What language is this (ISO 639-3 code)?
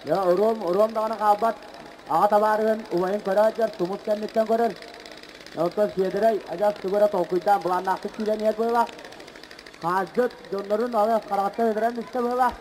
sah